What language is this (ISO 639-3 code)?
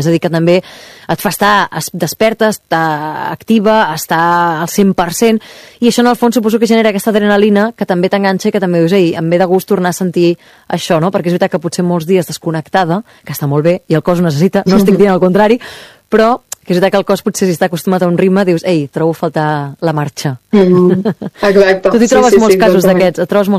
cat